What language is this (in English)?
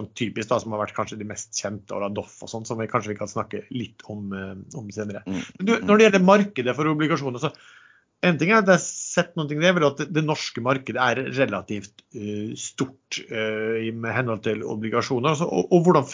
Norwegian